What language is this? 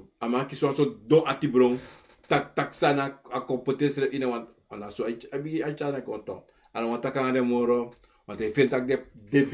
Sranan Tongo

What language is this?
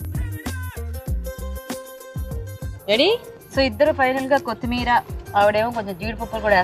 Telugu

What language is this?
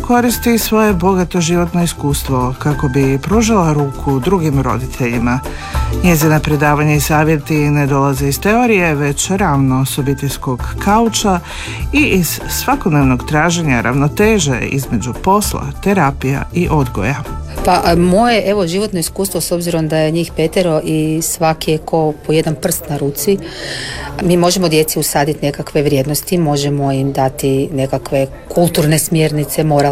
Croatian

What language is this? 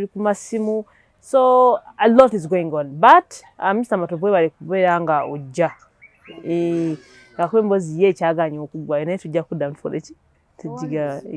Ganda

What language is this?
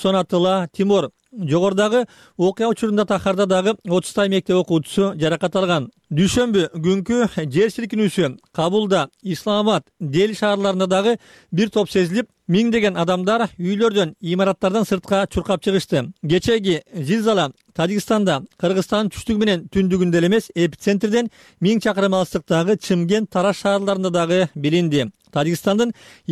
Kyrgyz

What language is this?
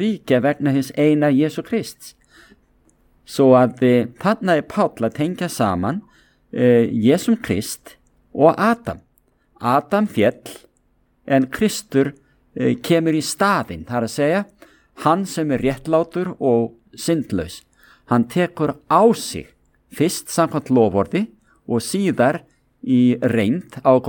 Icelandic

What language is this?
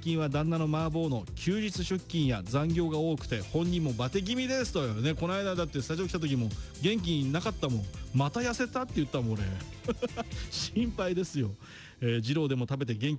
Japanese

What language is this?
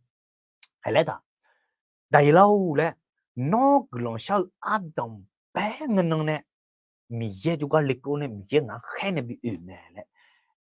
Akha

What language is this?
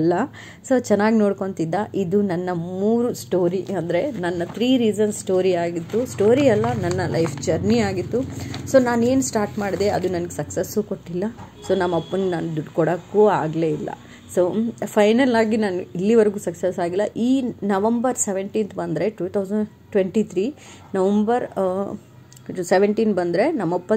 Kannada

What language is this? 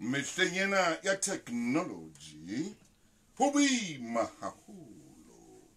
Southern Sotho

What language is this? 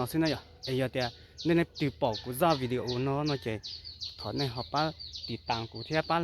Hmong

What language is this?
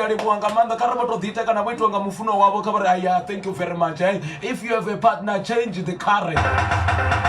Venda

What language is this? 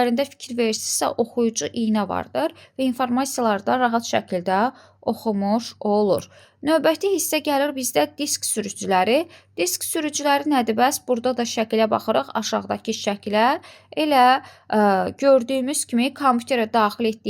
Azerbaijani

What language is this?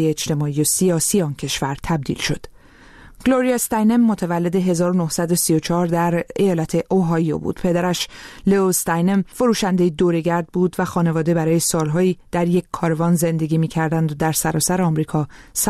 Persian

